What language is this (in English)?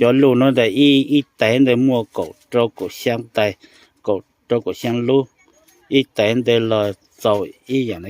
Hmong